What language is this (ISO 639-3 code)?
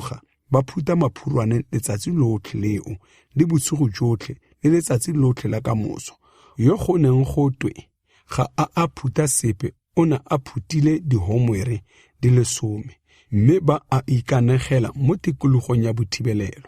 tsn